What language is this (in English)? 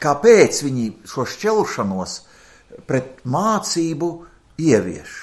Latvian